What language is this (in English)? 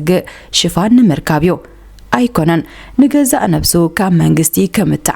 Tigrinya